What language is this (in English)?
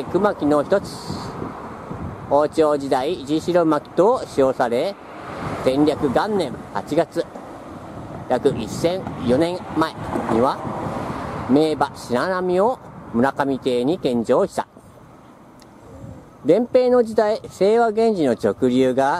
Japanese